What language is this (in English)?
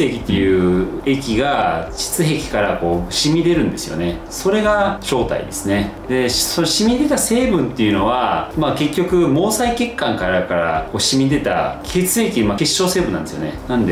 Japanese